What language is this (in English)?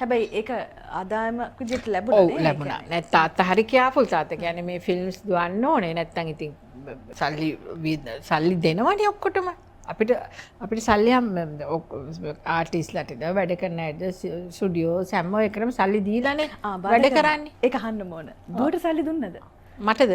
Sinhala